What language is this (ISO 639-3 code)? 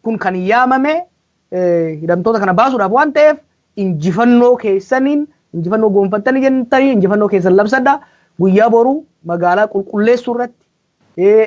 orm